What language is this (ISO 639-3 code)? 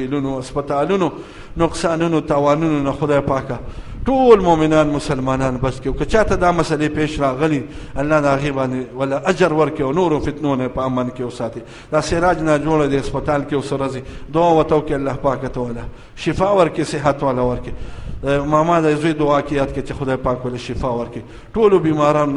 pus